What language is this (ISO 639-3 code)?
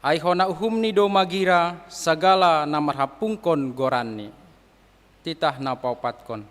bts